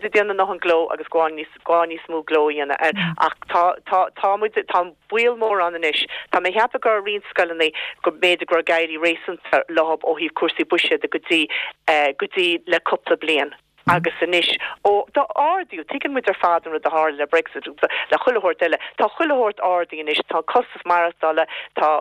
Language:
Irish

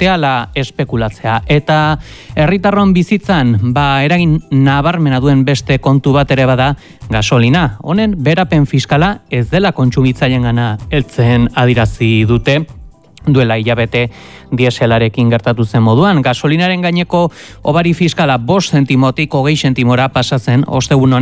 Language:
Basque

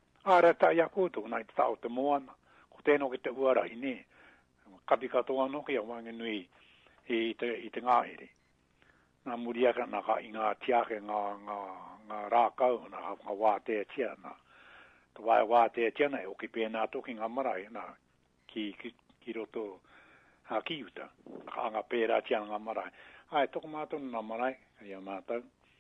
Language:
Māori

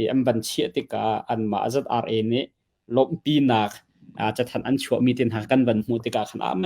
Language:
Hakha Chin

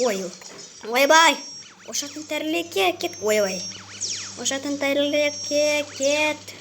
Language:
Kazakh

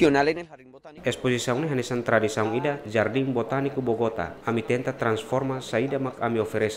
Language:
Tetum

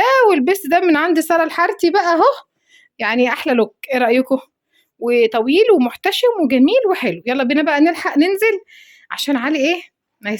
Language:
Egyptian Arabic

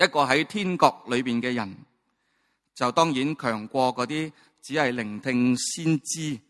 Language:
Cantonese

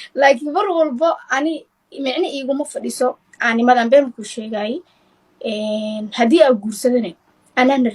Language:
Somali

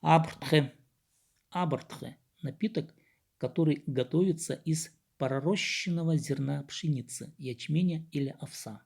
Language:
Khakas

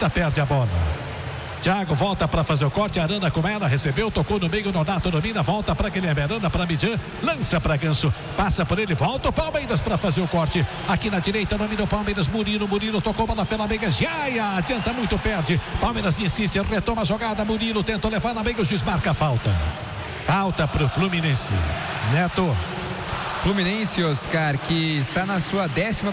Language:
Portuguese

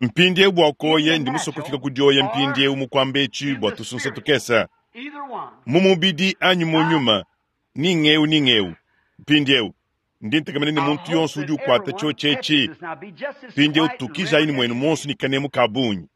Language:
Luba-Lulua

